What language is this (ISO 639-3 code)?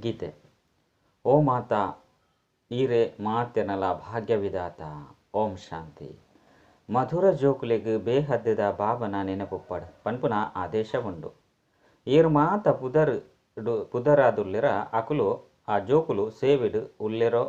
tcy